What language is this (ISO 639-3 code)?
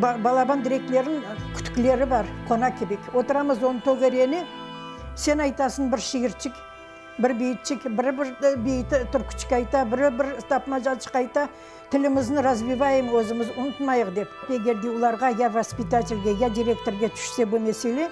crh